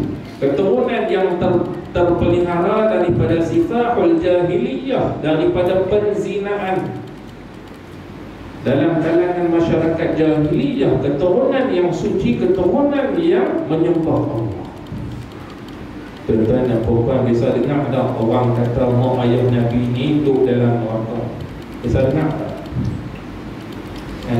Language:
Malay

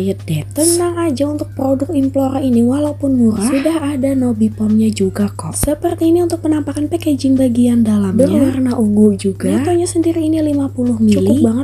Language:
Indonesian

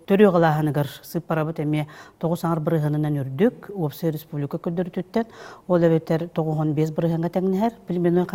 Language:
Yakut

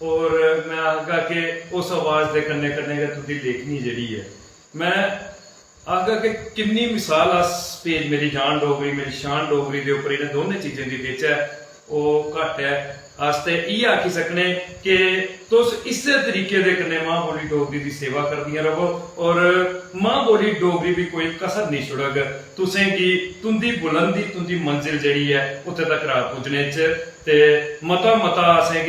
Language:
Dogri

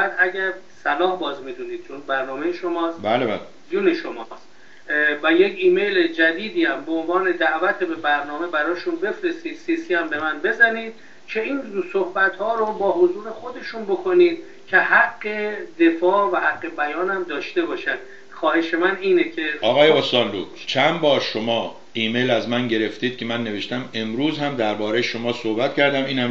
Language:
Persian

